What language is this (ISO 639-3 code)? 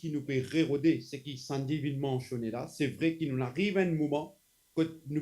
mfe